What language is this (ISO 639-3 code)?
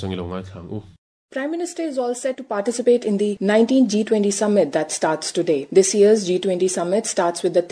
lus